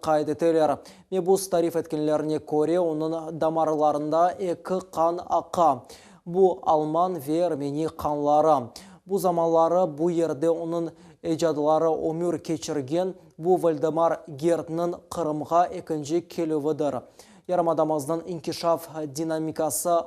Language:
Crimean Tatar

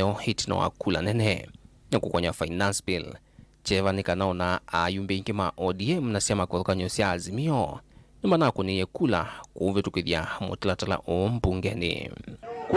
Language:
Kamba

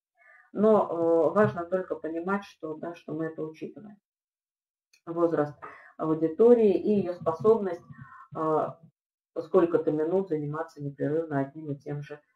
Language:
Russian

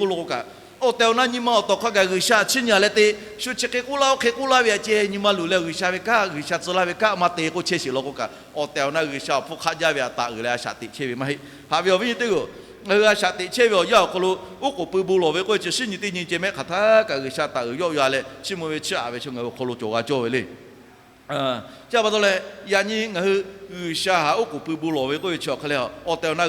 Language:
Lahu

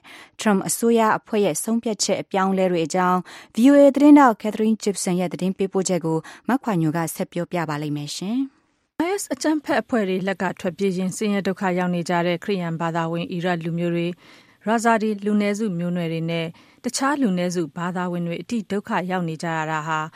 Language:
Burmese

